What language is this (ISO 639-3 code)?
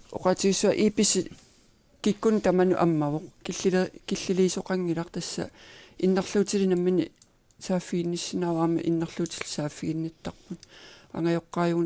kal